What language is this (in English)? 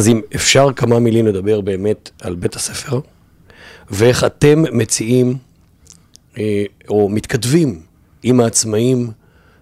Hebrew